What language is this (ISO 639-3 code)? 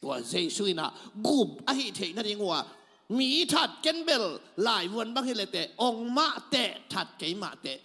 ctd